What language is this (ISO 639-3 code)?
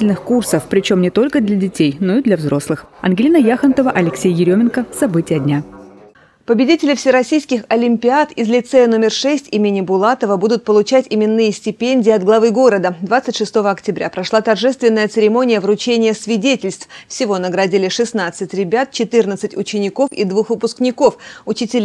rus